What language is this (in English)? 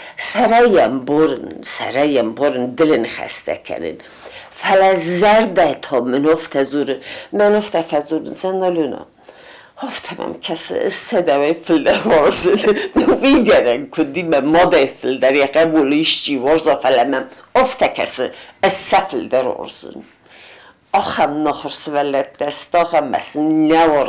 Ossetic